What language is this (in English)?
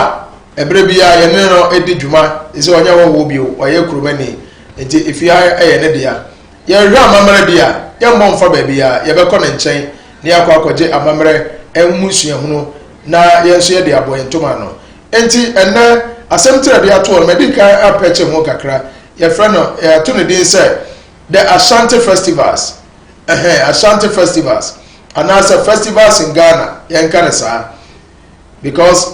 Akan